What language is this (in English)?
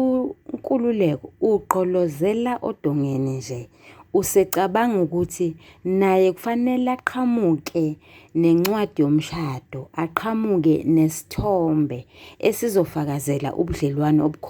Zulu